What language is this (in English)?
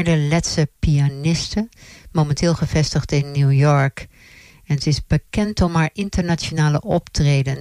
Dutch